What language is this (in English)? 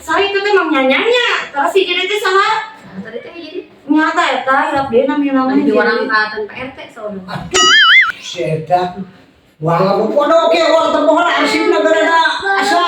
Sundanese